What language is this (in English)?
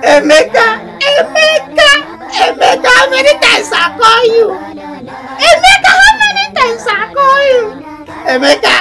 Nigerian Pidgin